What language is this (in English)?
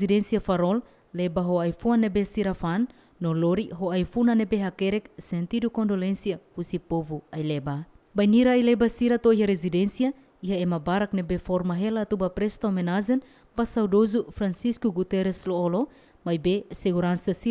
Tetum